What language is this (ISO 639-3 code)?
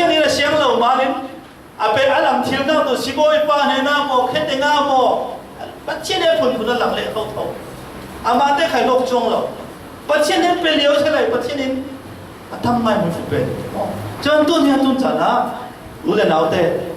cfm